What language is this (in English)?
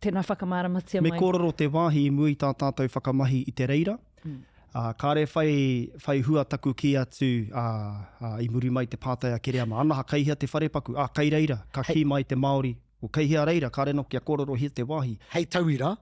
Māori